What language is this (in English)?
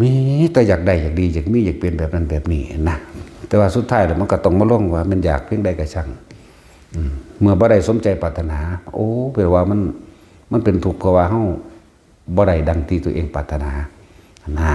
Northeastern Thai